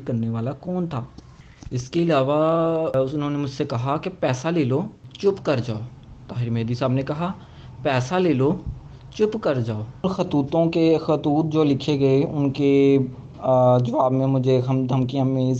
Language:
Urdu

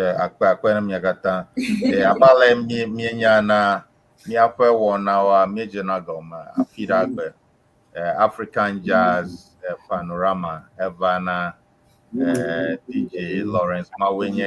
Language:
Ewe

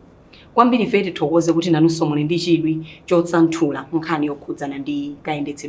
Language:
Nyanja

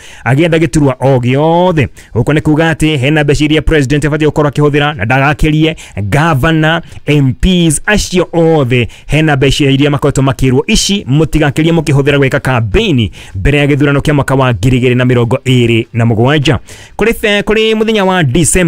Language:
Kikuyu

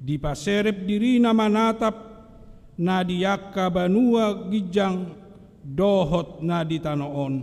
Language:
Batak Toba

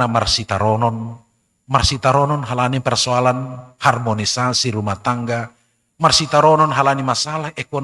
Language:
Batak Simalungun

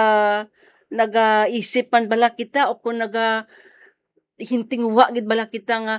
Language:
Hiligaynon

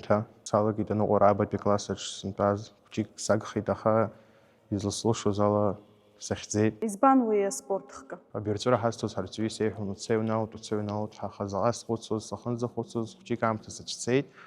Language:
Abkhazian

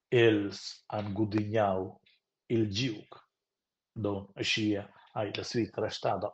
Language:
Romansh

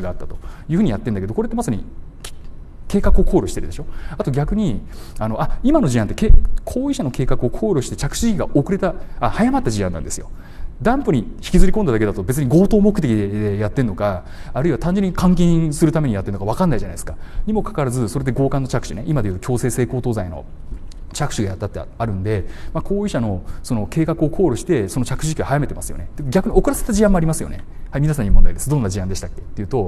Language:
Japanese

